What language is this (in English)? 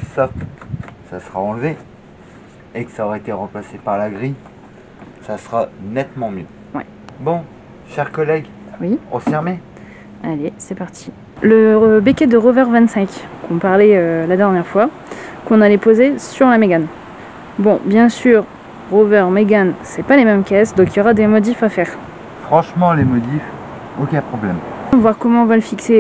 French